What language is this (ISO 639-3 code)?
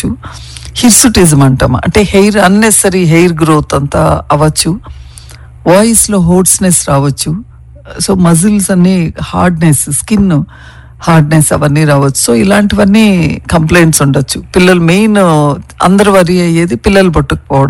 tel